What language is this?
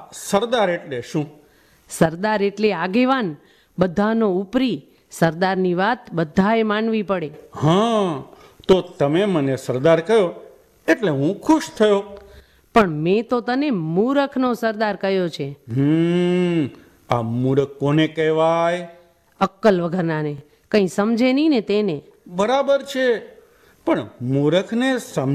Gujarati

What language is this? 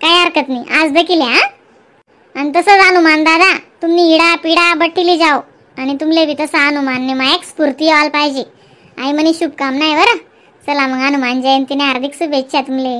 Khandesi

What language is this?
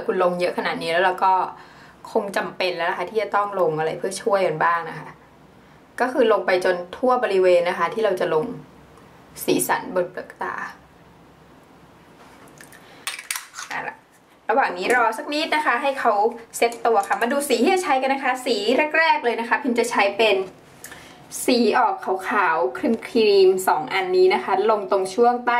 Thai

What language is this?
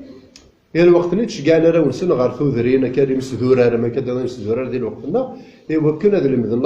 Kabyle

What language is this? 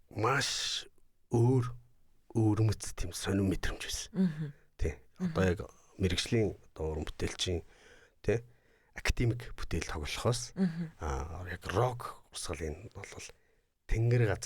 Mongolian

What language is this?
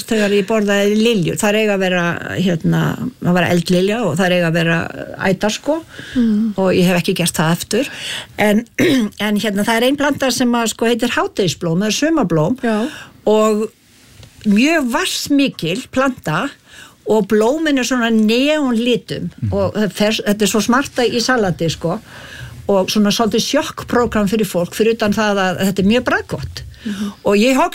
Icelandic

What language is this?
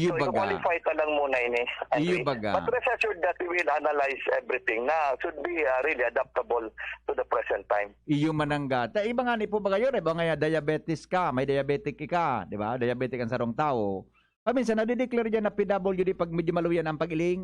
Bikol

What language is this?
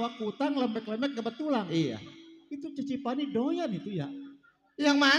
Betawi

